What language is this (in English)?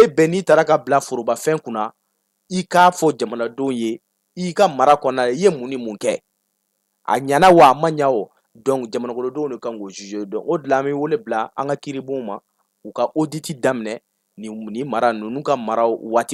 Bambara